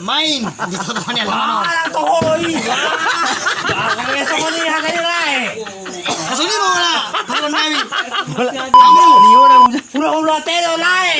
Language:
Batak Toba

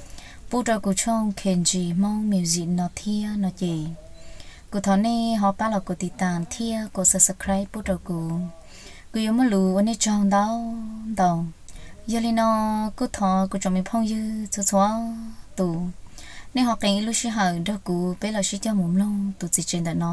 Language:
Hmong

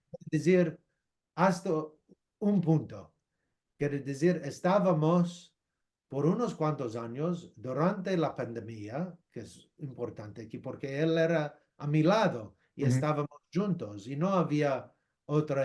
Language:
Ladino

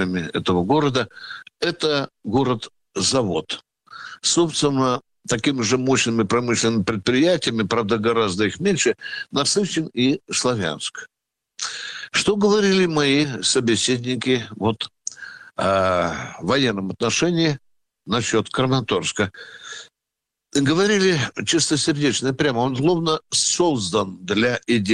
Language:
Russian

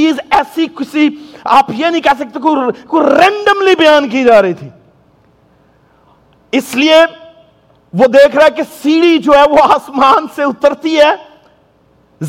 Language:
Urdu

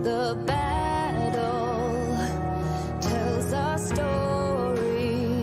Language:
Kara-Kalpak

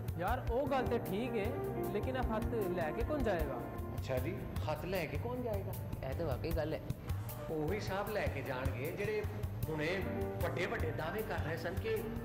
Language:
Punjabi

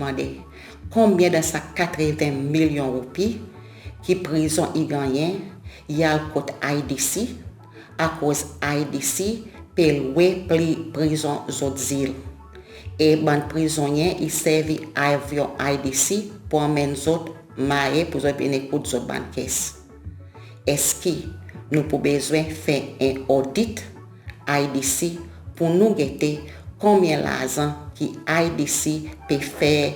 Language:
Seselwa Creole French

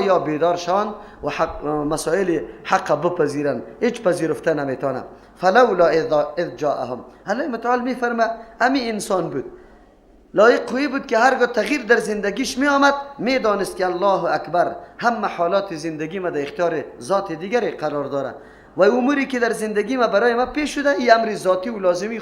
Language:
Persian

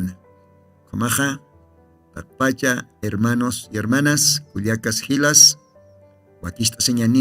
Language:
Aymara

